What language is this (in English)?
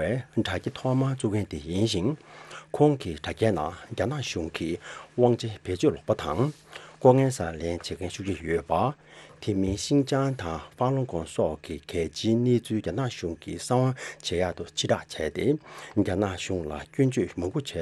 Tibetan